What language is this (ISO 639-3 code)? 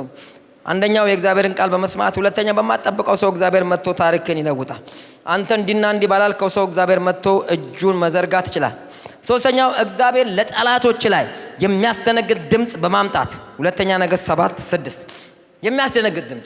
amh